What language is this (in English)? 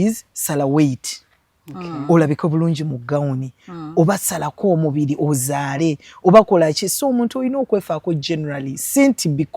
Ganda